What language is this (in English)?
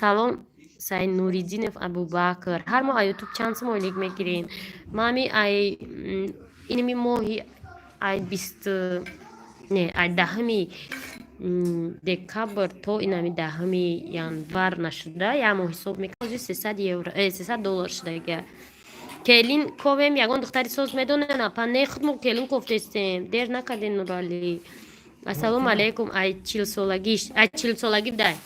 Tajik